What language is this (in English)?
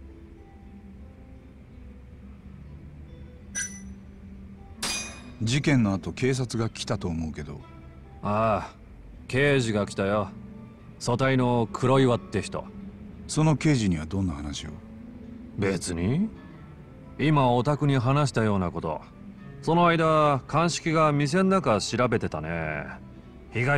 Japanese